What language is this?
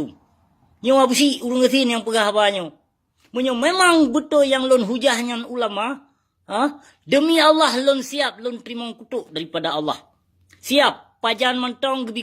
Achinese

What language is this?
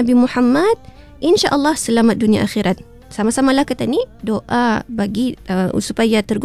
Malay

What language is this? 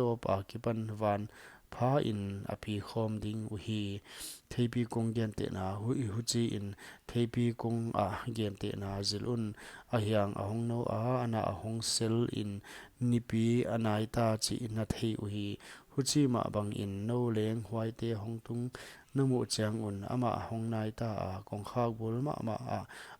Paite Chin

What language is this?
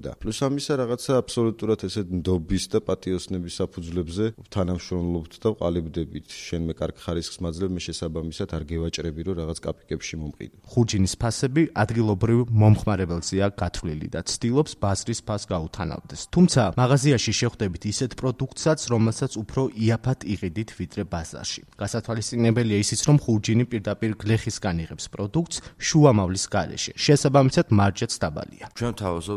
Georgian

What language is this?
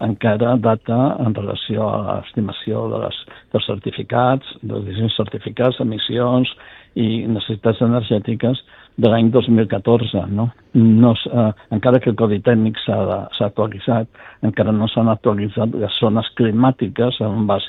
Catalan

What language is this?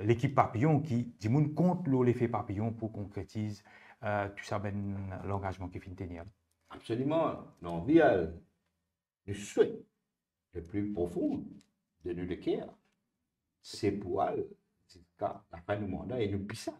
Morisyen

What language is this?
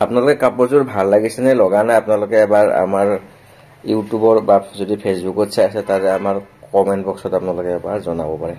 Assamese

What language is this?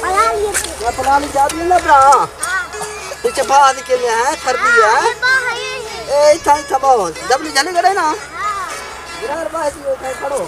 Saraiki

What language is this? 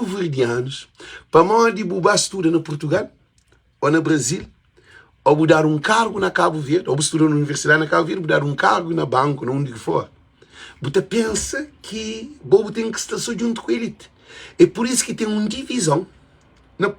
Kabuverdianu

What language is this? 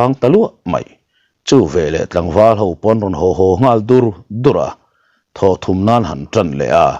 Mizo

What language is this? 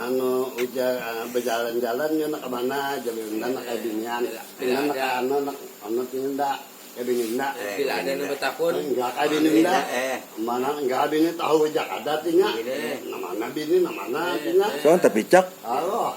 Banjar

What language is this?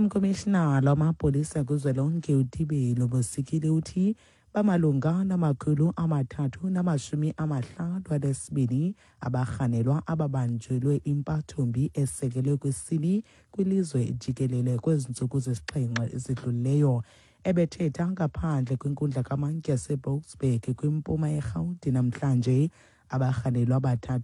Xhosa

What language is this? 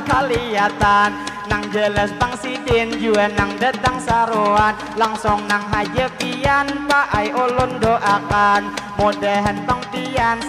Banjar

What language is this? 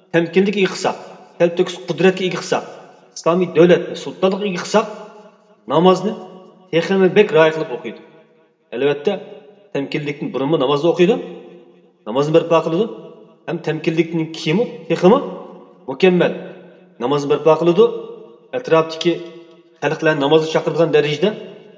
Uyghur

